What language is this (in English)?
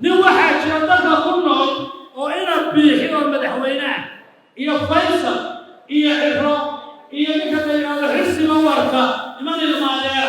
Somali